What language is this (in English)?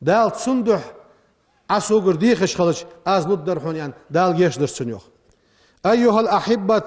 Ingush